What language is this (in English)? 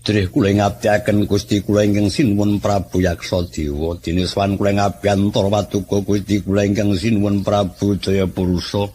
Javanese